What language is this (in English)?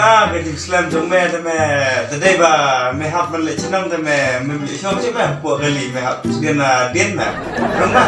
Khasi